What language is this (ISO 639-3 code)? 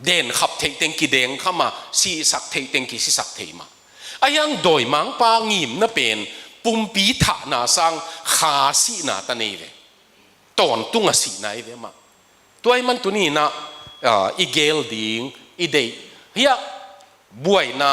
ctd